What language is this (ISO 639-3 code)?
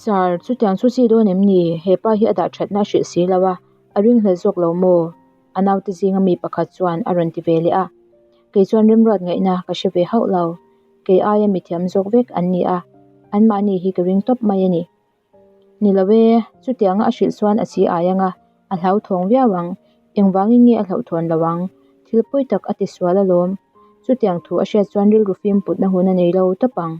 lus